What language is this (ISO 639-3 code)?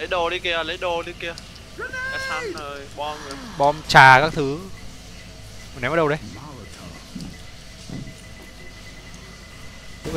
vie